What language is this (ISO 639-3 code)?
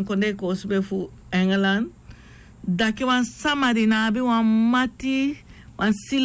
srn